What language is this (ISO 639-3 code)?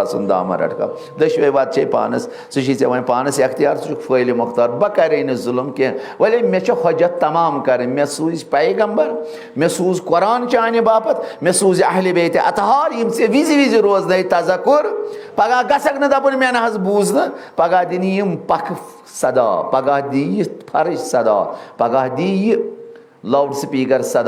kas